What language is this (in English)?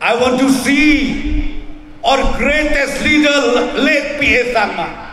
Garo